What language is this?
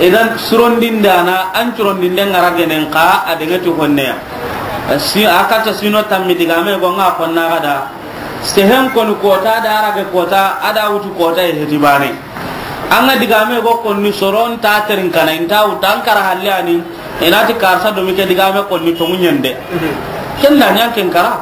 Soninke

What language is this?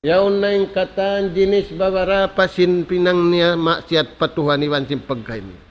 Tausug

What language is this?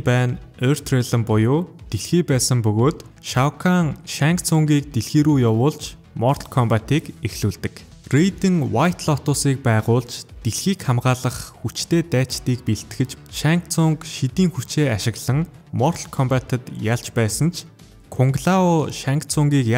Mongolian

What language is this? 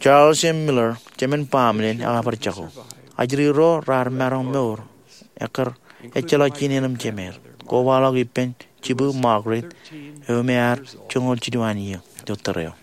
Marshallese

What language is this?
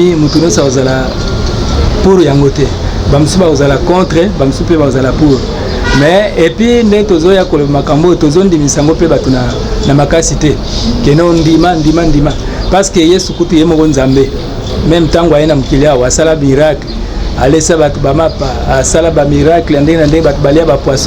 Lingala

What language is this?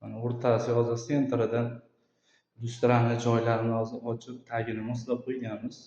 Uzbek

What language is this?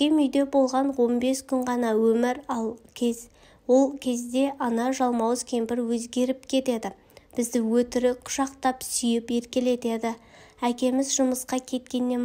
Kazakh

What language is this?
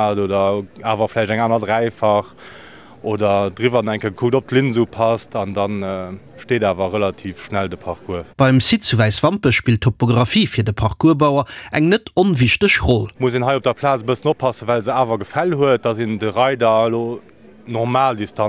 Luxembourgish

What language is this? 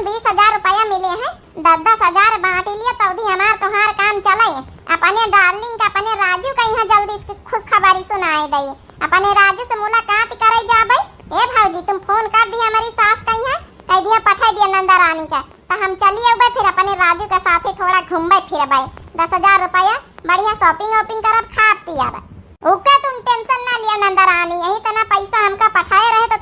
Awadhi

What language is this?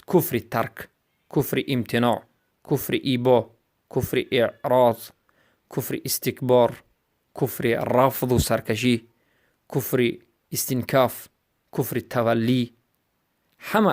Persian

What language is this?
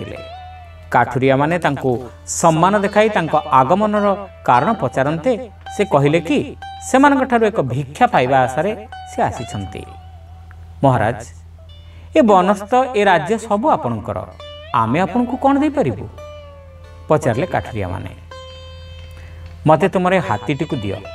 Odia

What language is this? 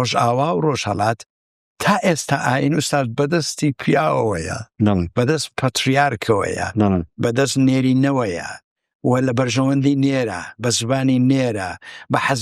Central Kurdish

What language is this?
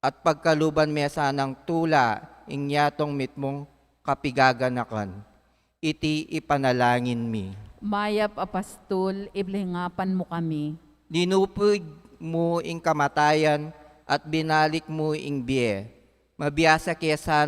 Pampanga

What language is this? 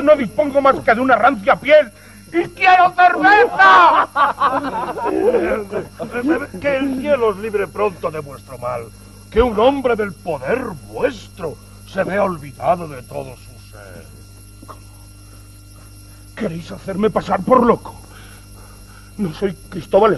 Spanish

